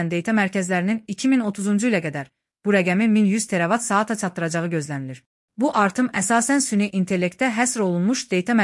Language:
Azerbaijani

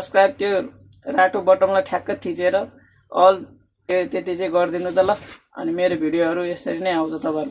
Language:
Nepali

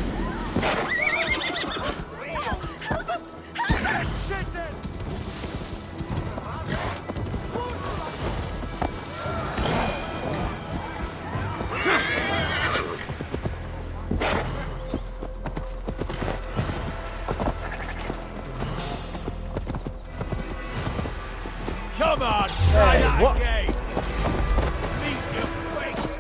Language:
English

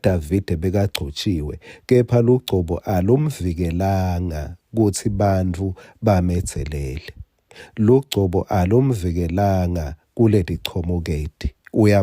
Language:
Swati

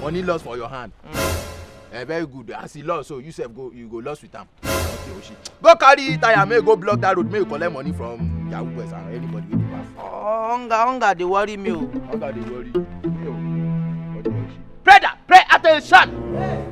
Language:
Nigerian Pidgin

